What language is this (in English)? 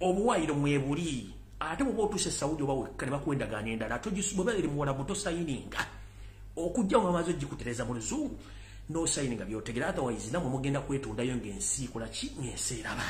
Ganda